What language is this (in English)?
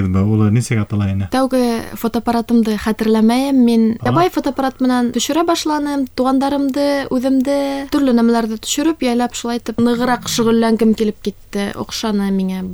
Bashkir